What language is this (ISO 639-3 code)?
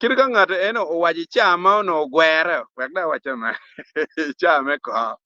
ach